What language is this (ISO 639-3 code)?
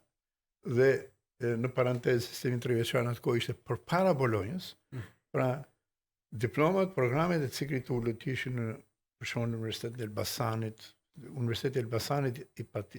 sqi